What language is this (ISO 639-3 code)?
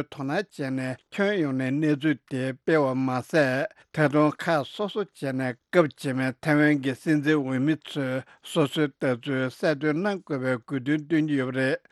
bod